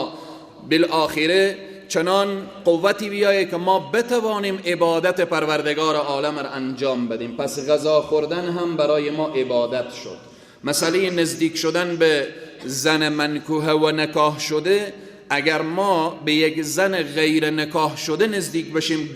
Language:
Persian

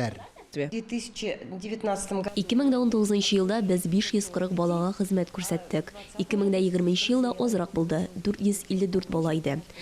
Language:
Tatar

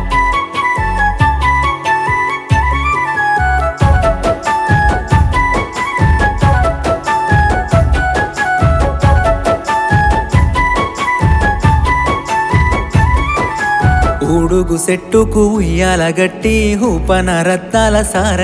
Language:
Telugu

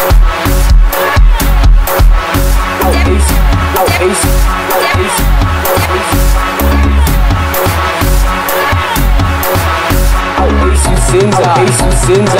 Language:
Afrikaans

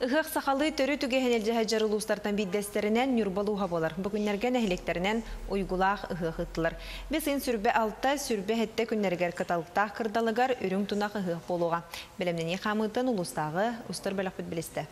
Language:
Yakut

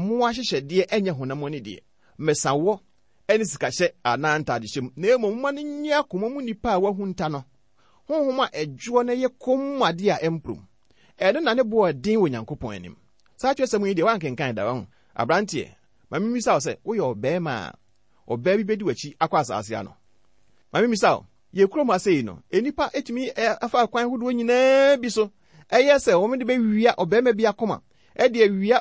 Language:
Akan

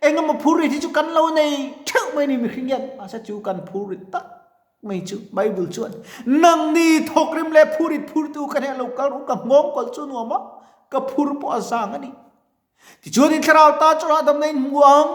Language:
Mizo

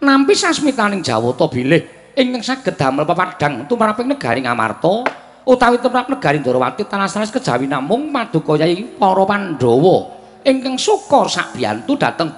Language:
Javanese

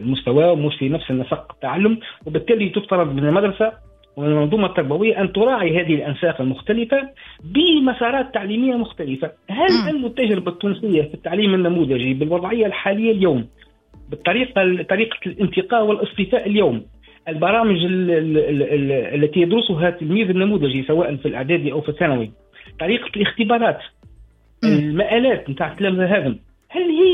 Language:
Tunisian Arabic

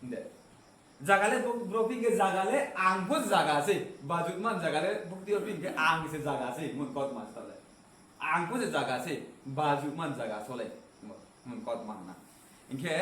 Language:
Riang (India)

